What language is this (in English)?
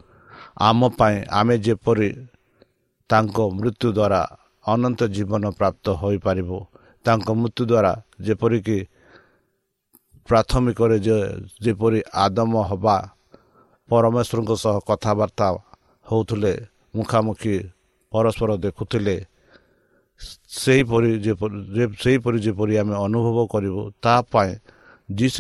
Odia